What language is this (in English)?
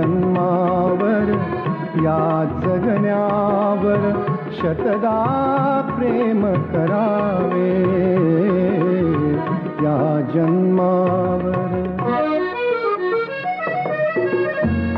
Marathi